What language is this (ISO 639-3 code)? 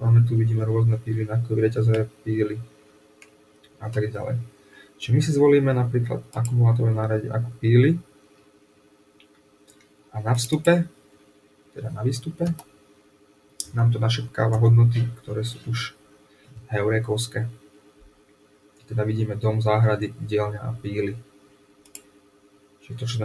slk